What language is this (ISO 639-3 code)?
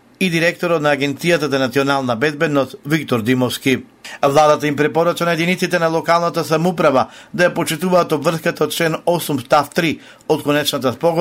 mkd